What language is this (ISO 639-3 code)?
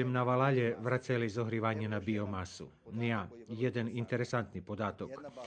rue